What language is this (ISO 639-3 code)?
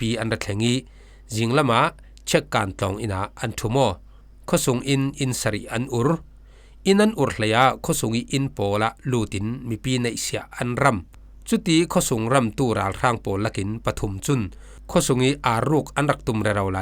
cfm